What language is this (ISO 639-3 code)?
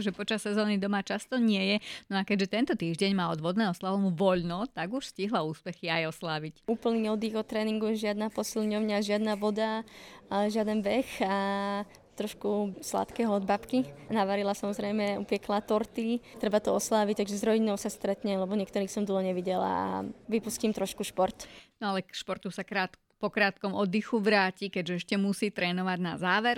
slk